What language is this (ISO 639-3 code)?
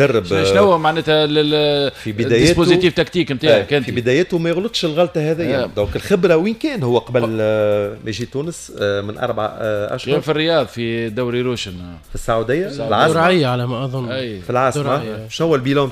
aeb